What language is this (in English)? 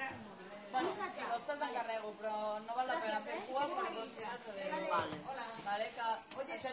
Catalan